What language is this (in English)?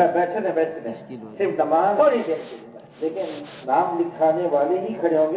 Urdu